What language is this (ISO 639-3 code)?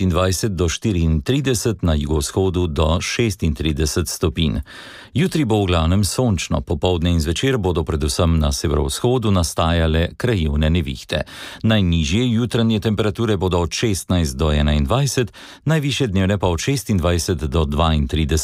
slv